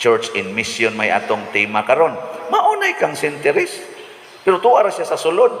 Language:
Cebuano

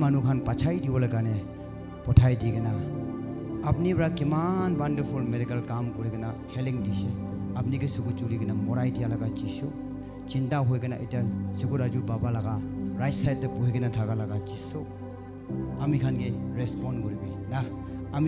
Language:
Naga Pidgin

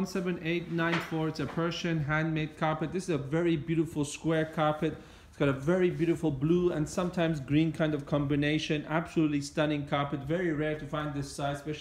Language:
English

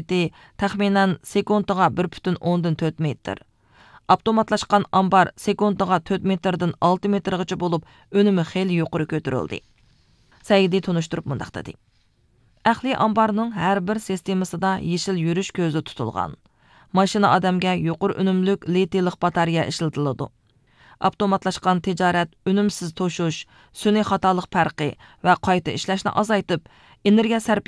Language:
Uyghur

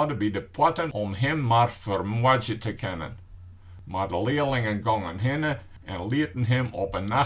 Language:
Western Frisian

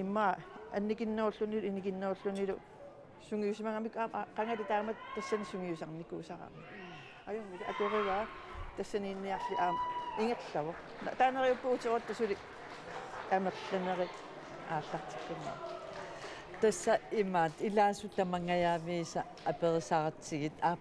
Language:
Kalaallisut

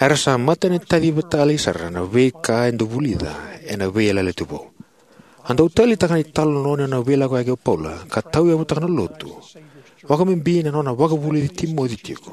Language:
Fijian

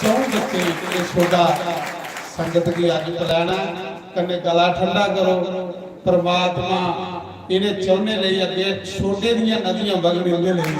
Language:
Dogri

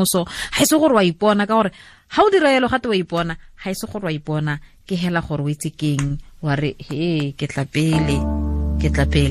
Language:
Tswana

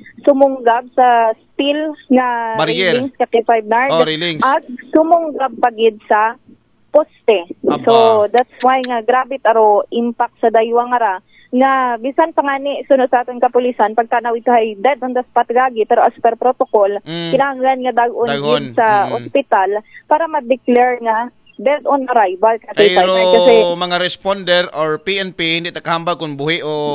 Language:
Aklanon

